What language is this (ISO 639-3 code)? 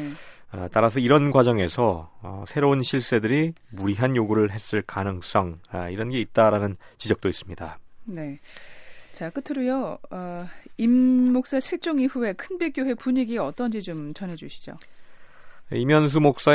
kor